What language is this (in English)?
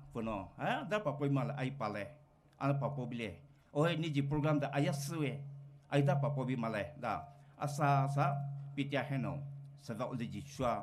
Poumei Naga